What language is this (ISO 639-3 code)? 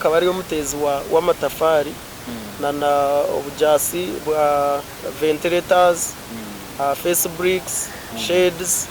nyn